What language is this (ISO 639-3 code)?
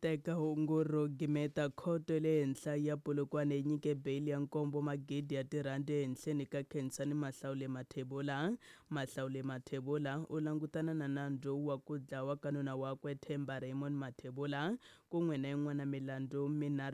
tso